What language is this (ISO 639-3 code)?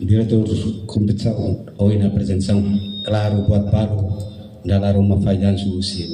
tet